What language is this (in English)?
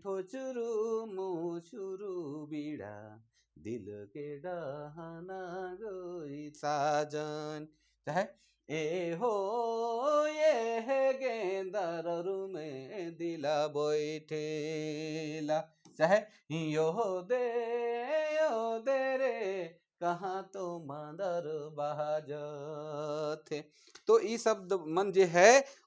Sadri